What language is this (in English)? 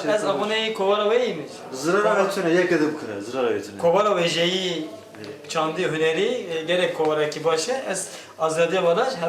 Kurdish